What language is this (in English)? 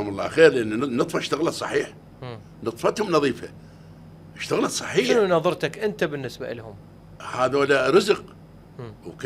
Mesopotamian Arabic